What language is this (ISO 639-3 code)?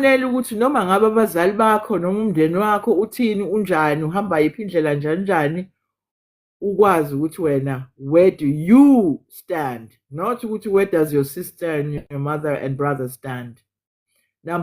zul